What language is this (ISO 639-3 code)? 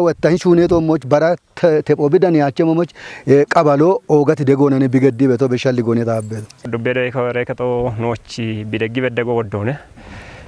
kbr